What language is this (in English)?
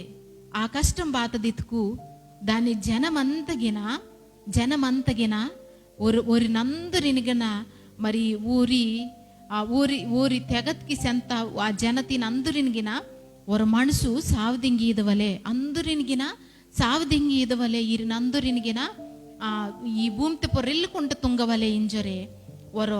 Koya